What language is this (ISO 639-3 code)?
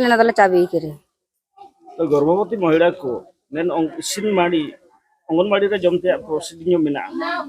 sat